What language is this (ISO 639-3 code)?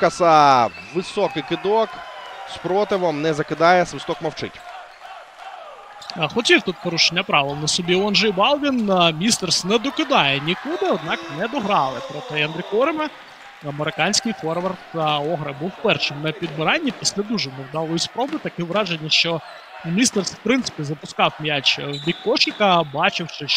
ukr